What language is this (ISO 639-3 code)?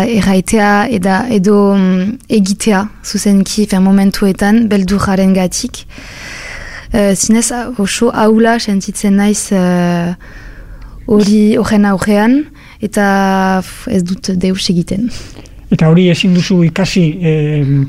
eus